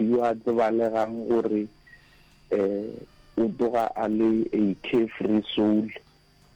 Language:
Northern Sotho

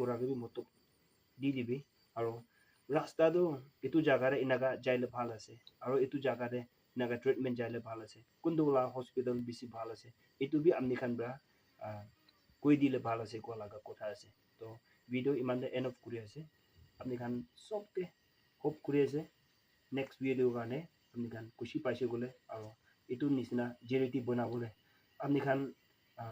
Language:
Naga Pidgin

